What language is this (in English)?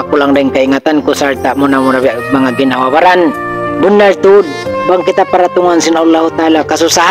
Tausug